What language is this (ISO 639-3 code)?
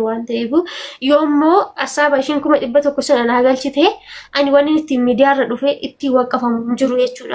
orm